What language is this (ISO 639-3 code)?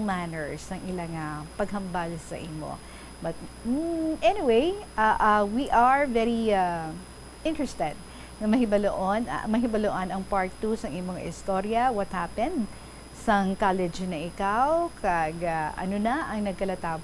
hil